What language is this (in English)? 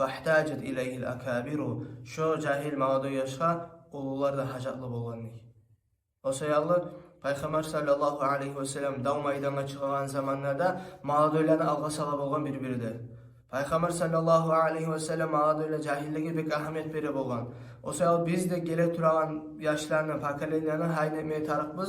Kumyk